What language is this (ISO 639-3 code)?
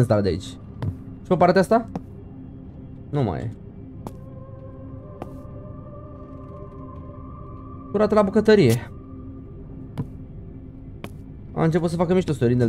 ron